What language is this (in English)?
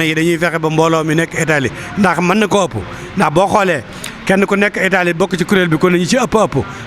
Wolof